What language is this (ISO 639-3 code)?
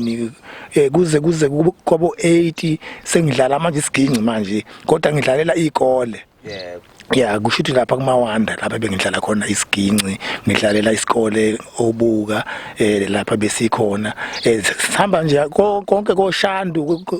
zul